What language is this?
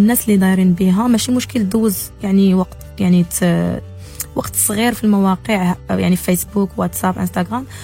Moroccan Arabic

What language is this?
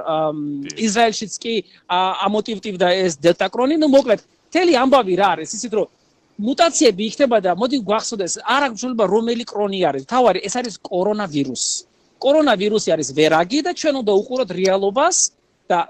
Georgian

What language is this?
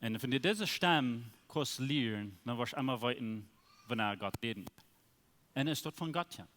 Plautdietsch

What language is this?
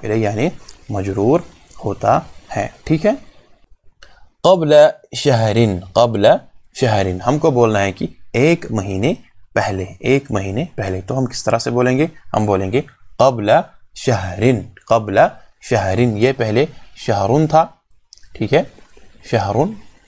Urdu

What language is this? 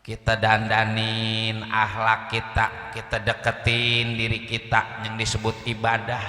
Betawi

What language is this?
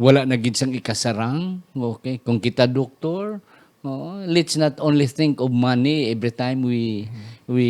Hiligaynon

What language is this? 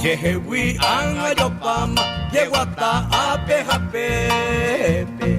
Guarani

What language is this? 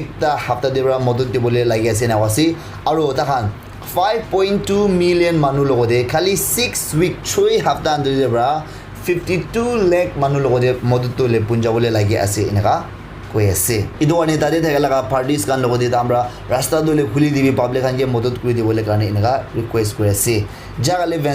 Naga Pidgin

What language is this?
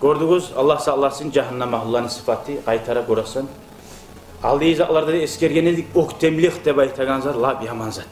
Kumyk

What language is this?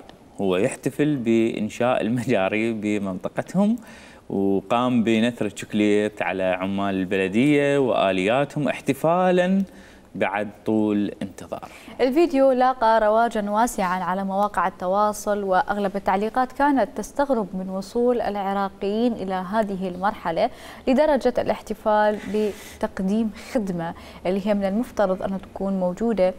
Mesopotamian Arabic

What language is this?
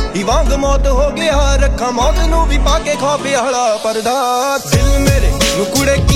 Punjabi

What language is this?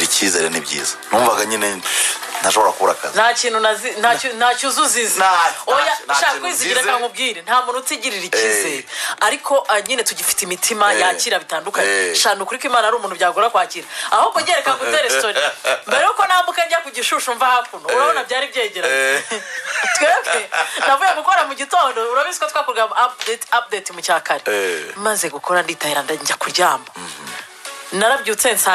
Kinyarwanda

